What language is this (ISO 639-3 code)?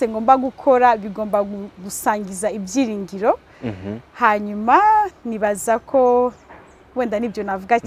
kin